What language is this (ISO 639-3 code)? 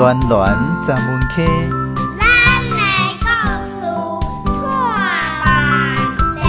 nan